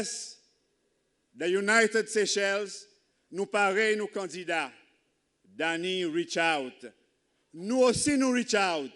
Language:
Seselwa Creole French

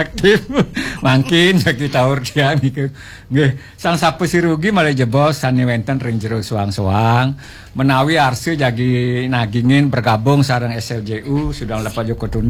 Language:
Balinese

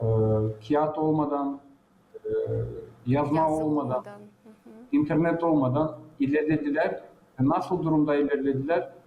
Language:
Gagauz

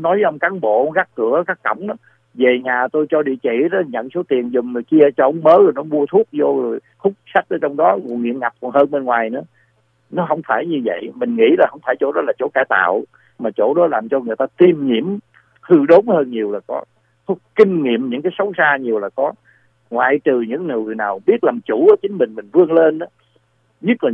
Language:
Vietnamese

